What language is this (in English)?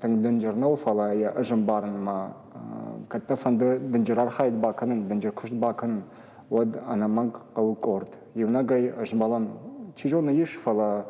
Ossetic